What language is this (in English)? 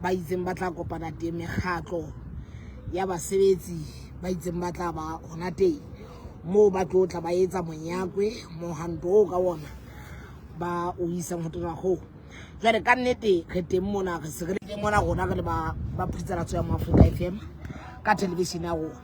Southern Sotho